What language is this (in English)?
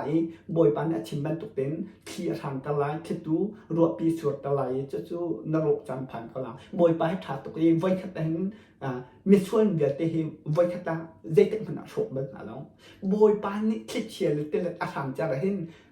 Hakha Chin